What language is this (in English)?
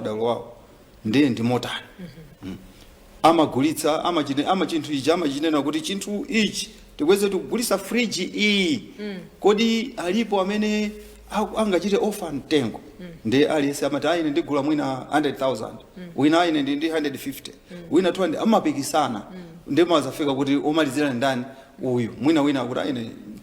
Nyanja